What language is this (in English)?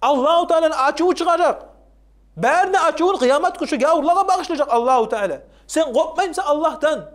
Kumyk